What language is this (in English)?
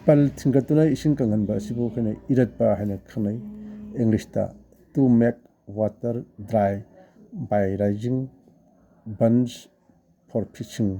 Manipuri